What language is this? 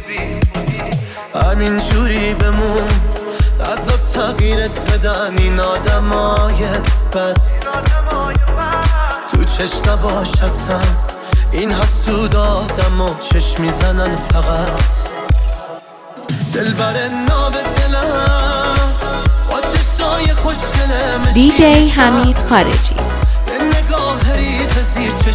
Persian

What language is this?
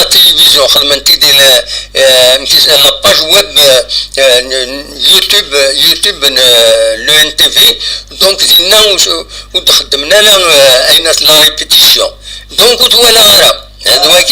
Kabyle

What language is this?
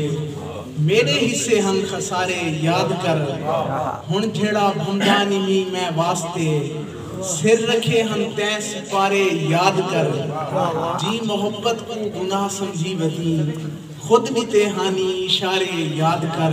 Saraiki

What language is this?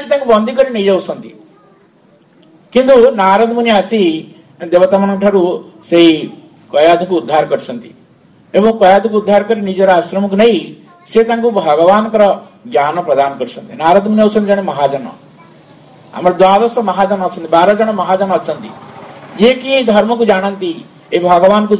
Odia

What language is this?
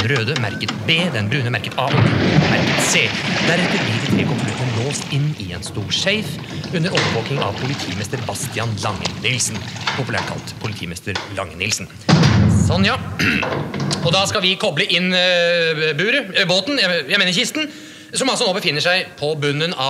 Norwegian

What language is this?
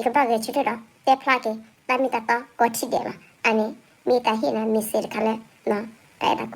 S'gaw Karen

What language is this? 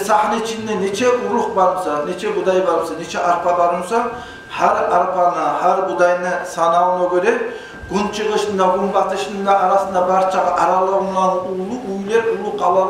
Kumyk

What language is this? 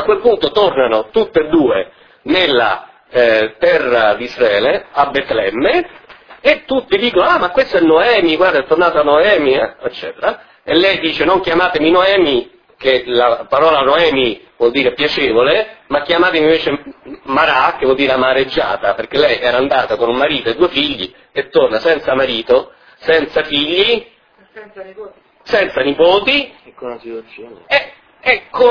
Italian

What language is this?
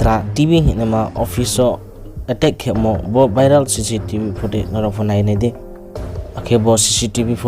Riang (India)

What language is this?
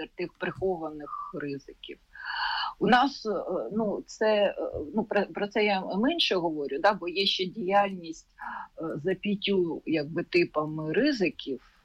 Ukrainian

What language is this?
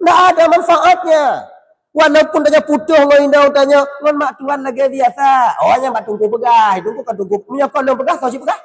Achinese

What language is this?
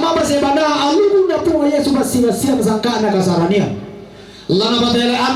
Toraja-Sa'dan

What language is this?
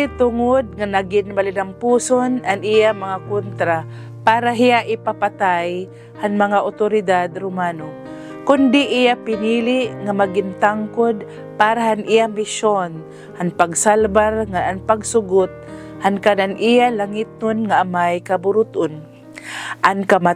Waray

